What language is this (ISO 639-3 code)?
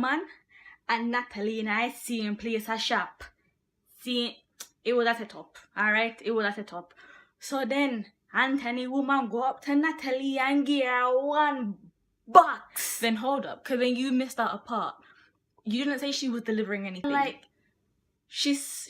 jam